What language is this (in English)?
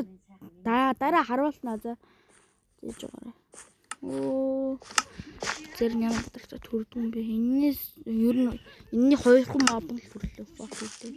Mongolian